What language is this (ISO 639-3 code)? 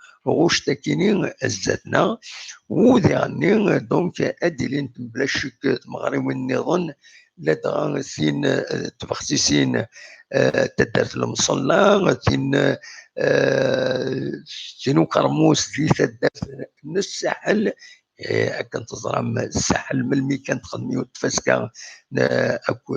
kab